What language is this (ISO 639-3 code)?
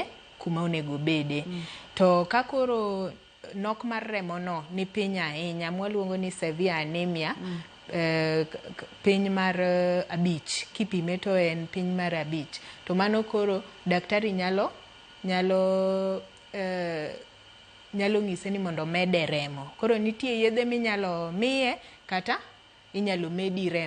luo